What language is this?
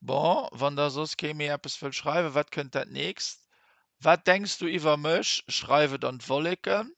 Luxembourgish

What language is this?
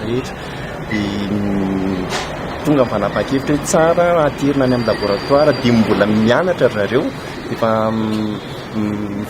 Malagasy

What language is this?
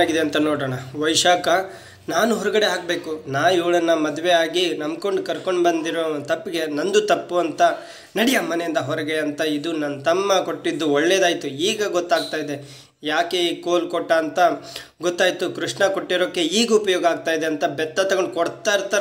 Kannada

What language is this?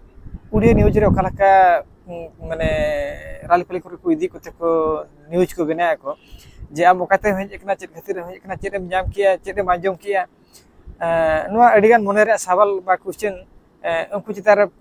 Santali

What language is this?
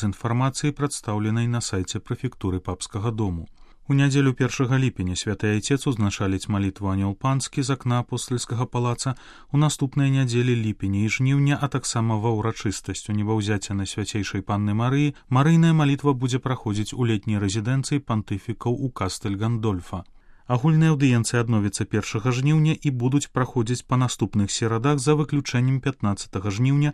Belarusian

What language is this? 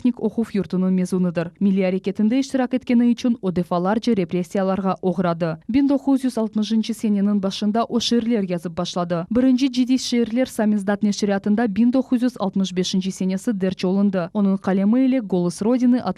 Crimean Tatar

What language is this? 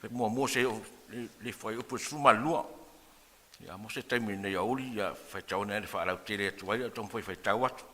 Samoan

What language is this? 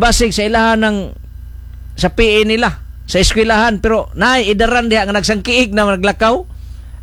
Cebuano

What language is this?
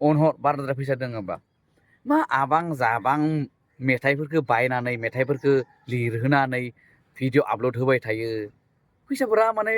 Bodo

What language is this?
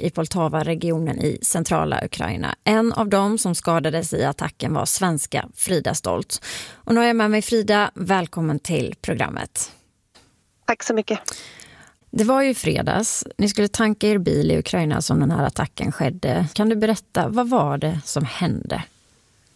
Swedish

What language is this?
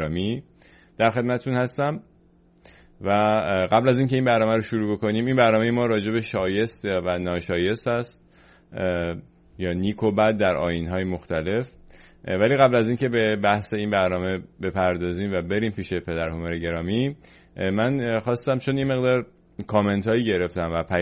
Persian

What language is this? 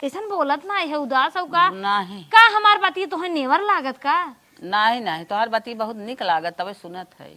Awadhi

